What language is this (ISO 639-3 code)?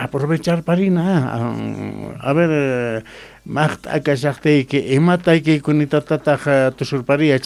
que